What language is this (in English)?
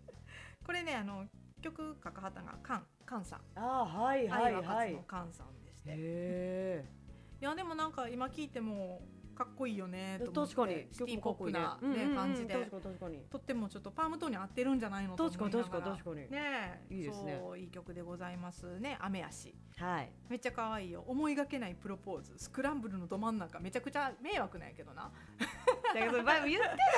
Japanese